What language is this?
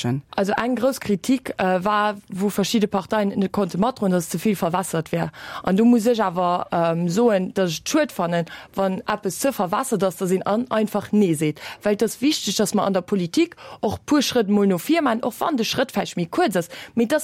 Luxembourgish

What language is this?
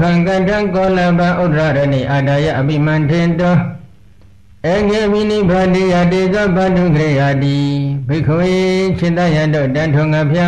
Burmese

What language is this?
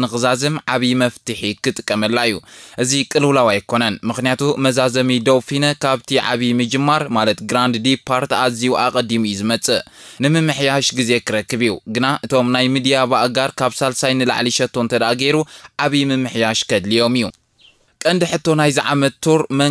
Tigrinya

